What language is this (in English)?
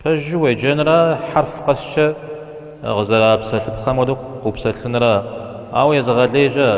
Kabardian